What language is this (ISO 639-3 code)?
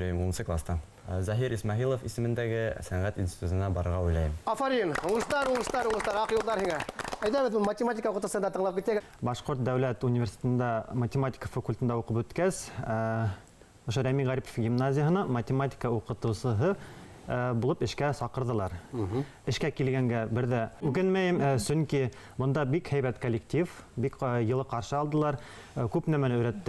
bak